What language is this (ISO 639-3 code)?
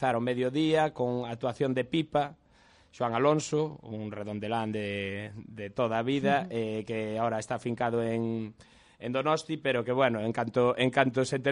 glg